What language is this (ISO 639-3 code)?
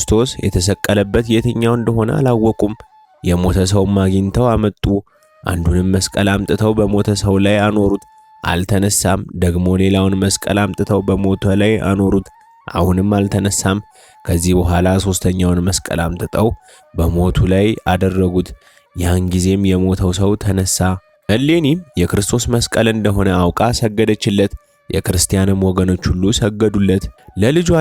amh